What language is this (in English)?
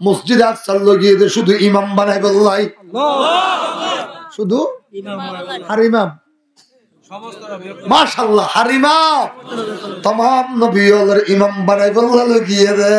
Rohingya